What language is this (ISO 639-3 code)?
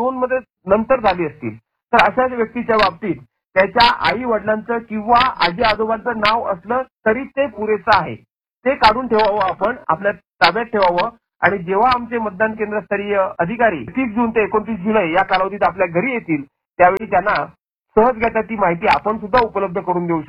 mar